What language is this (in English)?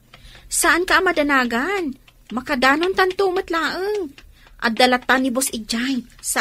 Iloko